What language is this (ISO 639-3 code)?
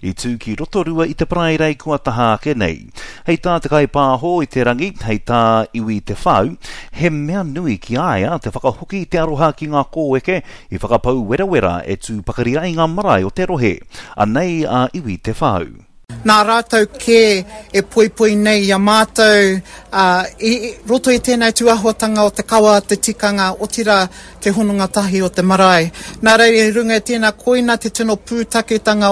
mri